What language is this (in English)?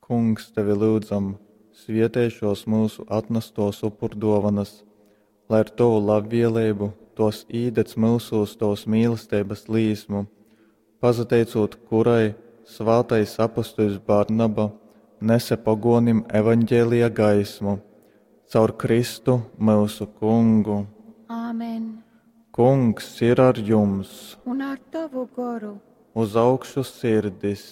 Latgalian